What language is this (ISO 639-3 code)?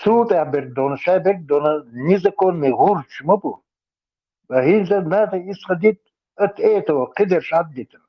che